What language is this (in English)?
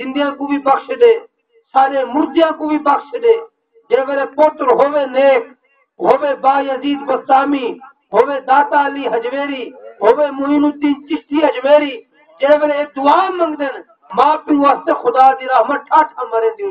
Saraiki